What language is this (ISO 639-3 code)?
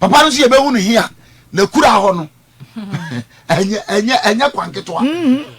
aka